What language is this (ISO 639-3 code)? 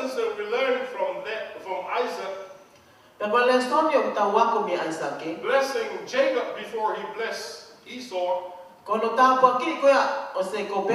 ton